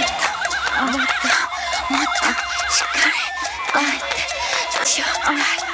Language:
Japanese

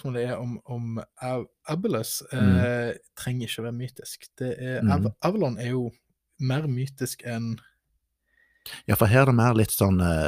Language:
Norwegian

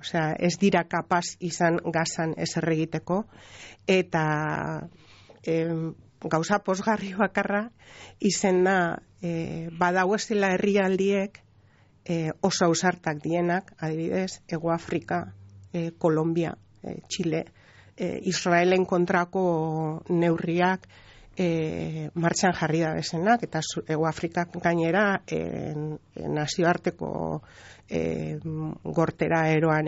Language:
Basque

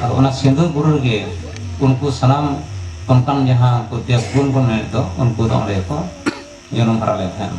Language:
Santali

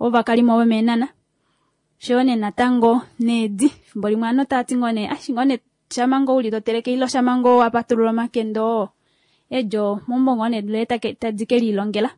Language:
Kuanyama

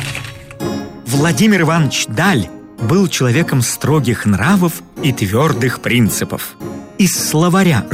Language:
Russian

